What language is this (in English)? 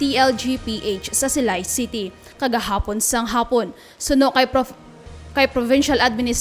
Hiligaynon